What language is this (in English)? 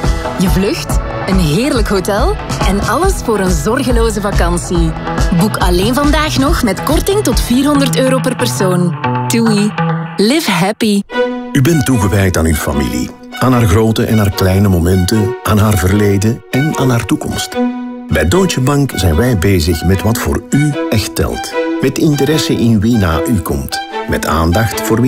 Dutch